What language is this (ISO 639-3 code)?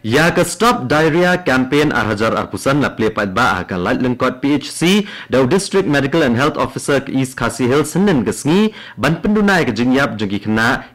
kha